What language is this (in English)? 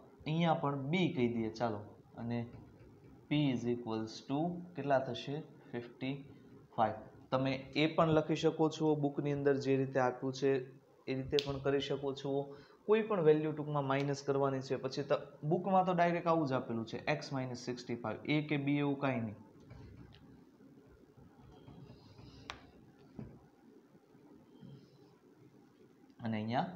Gujarati